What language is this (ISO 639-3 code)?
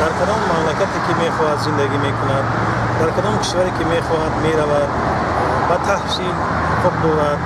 tgk